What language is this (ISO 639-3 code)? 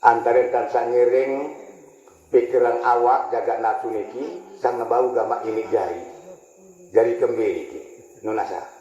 sas